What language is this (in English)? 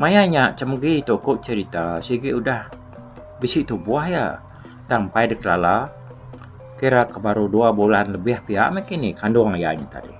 Iban